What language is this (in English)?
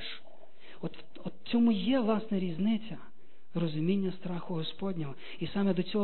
Ukrainian